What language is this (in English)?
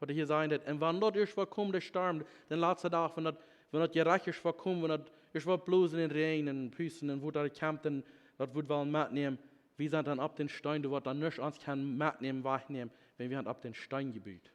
Plautdietsch